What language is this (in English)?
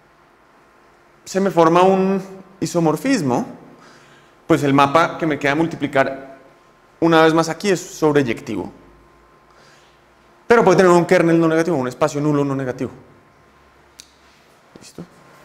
Spanish